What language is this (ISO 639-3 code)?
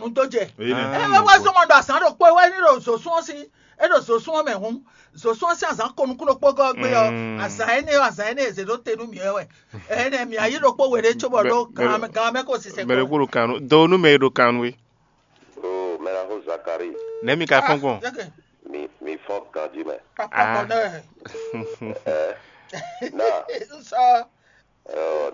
fon